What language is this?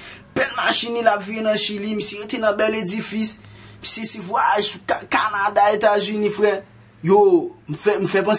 Haitian Creole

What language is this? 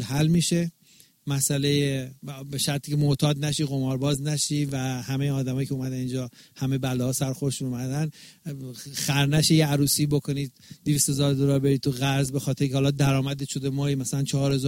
Persian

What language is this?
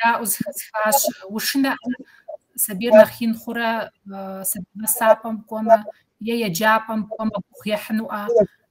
Kabardian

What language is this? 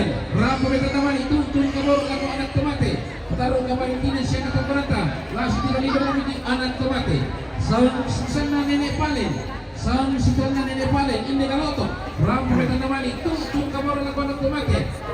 Toraja-Sa'dan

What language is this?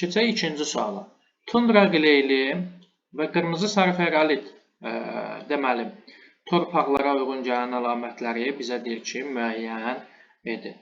Azerbaijani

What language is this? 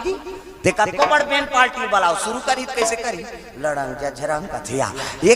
Chhattisgarhi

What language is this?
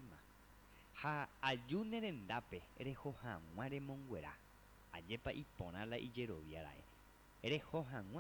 Guarani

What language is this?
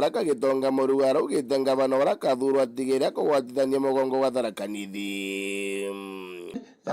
Meru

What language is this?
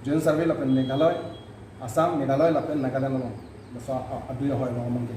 Karbi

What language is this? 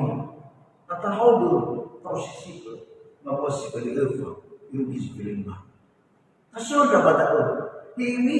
Nias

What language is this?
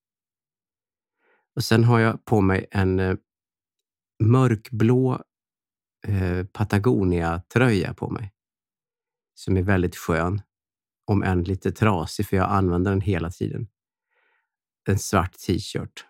Swedish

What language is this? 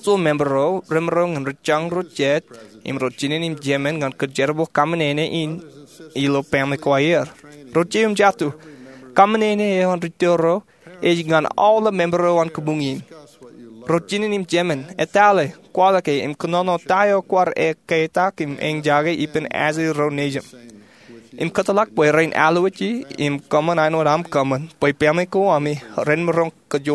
Marshallese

